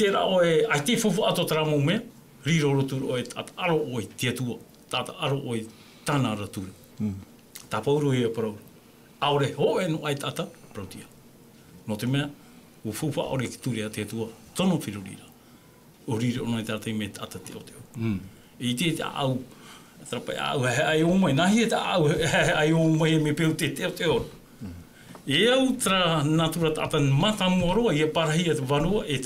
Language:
Tahitian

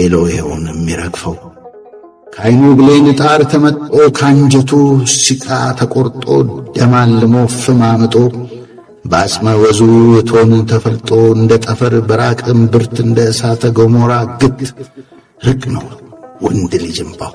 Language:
Amharic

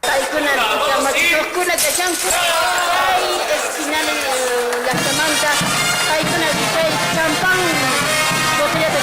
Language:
Quechua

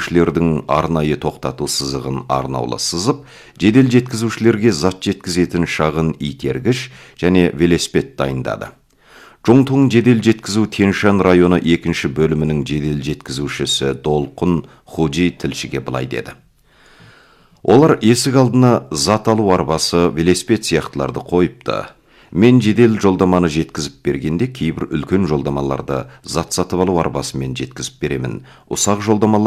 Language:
Kazakh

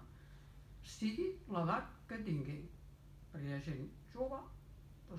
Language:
Catalan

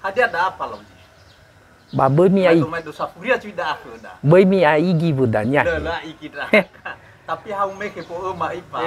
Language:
Nias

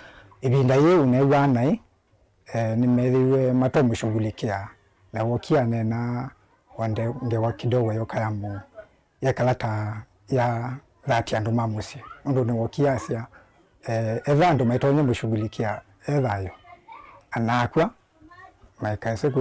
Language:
Kamba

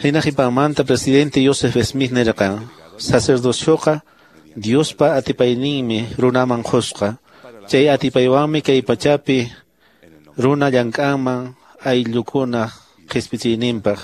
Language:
Quechua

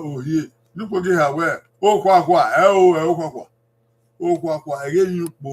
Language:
Bini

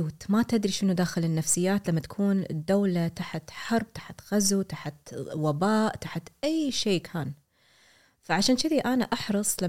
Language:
Gulf Arabic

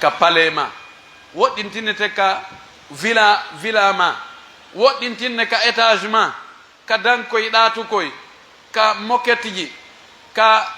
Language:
Pular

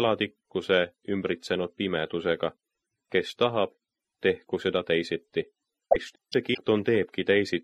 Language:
Estonian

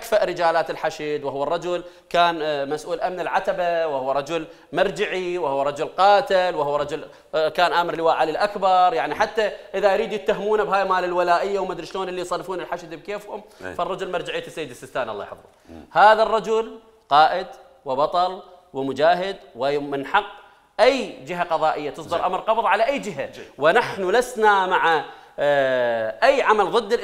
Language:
Mesopotamian Arabic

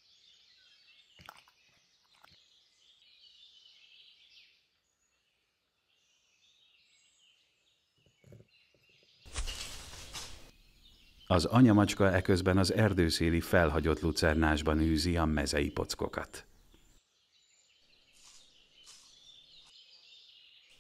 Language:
Hungarian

